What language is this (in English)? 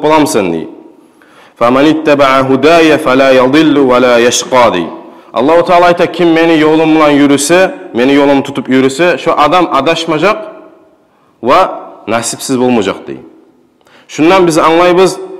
Kumyk